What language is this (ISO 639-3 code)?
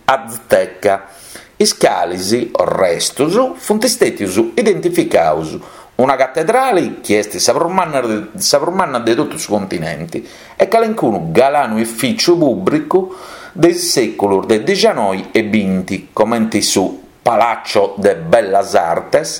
srd